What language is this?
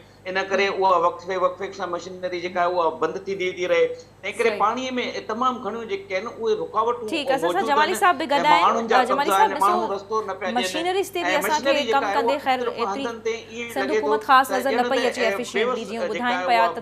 Sindhi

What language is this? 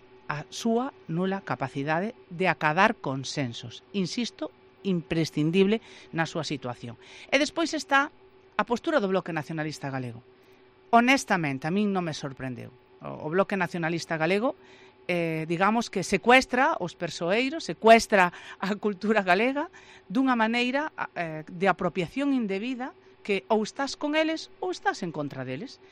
Galician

